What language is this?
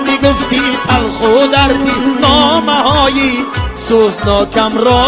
Tajik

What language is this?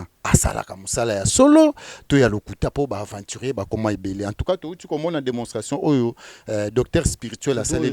Lingala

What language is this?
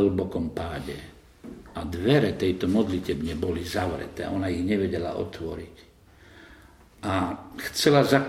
Slovak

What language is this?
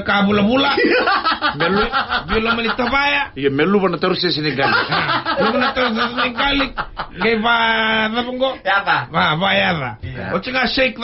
Fijian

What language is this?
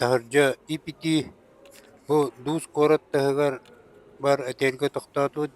Yakut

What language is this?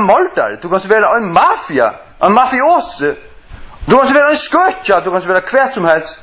Faroese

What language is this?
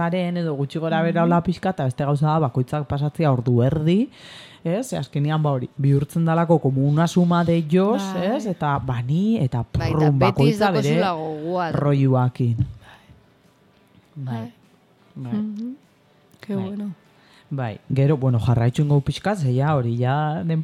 Basque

